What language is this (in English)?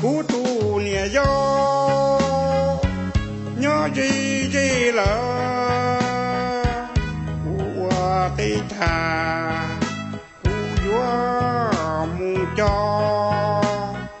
Hmong